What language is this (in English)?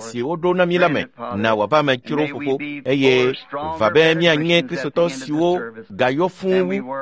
Ewe